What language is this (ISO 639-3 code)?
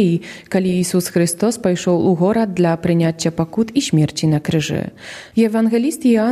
bel